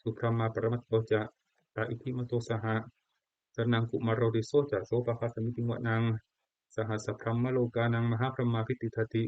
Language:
Pali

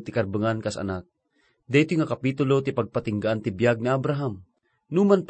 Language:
Iloko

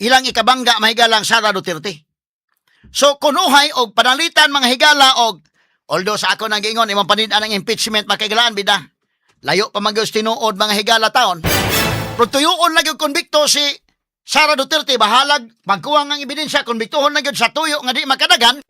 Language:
Cebuano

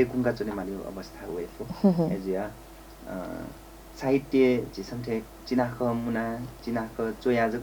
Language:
Newari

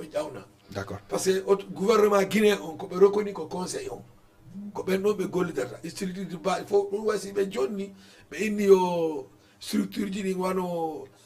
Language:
Fula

